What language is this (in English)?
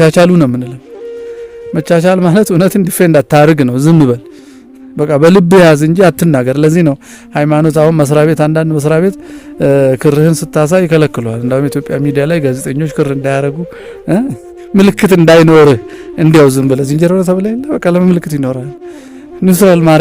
Amharic